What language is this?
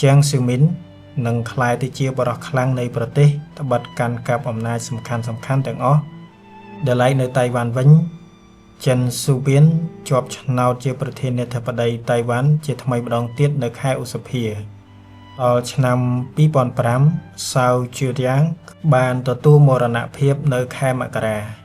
Khmer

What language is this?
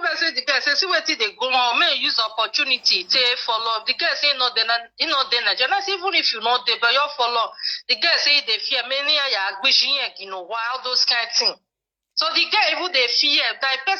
Nigerian Pidgin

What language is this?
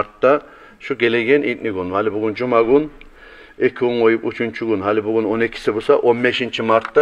Kumyk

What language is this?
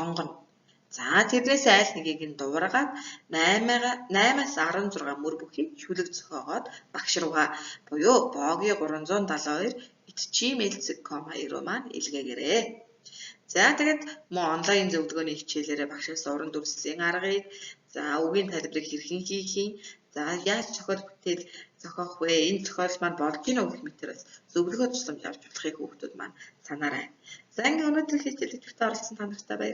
Mongolian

